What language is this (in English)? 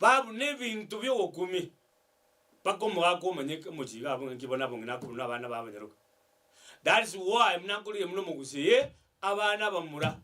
Gusii